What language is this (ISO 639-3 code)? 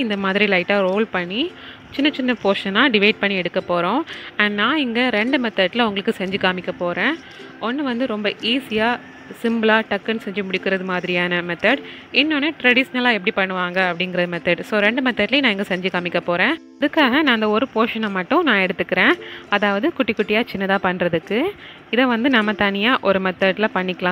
tam